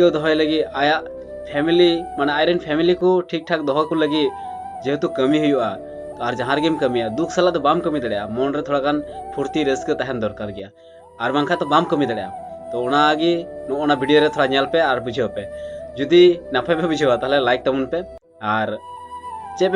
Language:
Santali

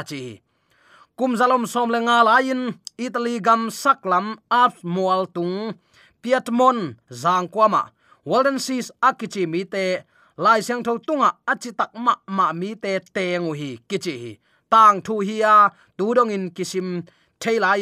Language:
Tedim Chin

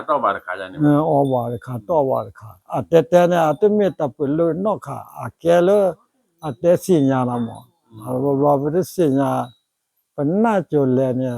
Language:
S'gaw Karen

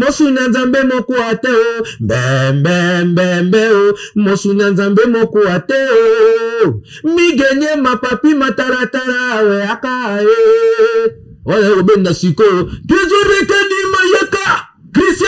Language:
Lingala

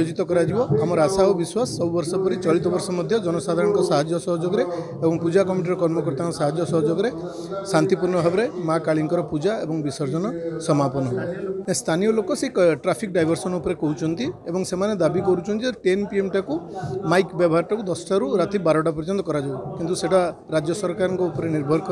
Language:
Odia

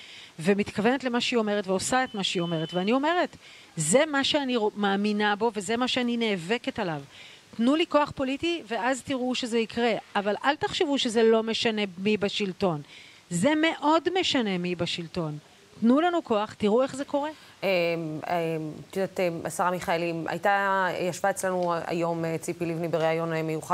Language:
Hebrew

